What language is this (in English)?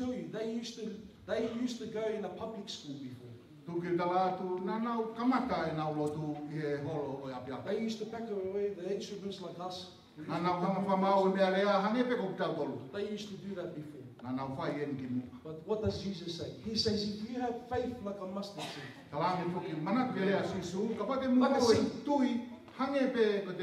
Tongan